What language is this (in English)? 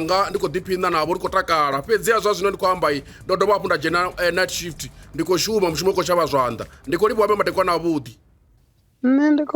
Venda